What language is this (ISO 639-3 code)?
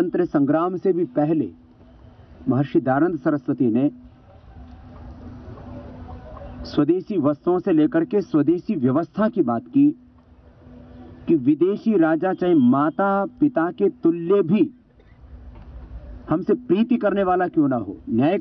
hin